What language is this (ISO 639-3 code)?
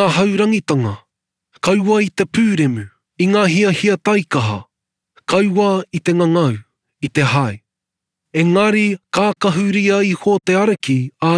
mri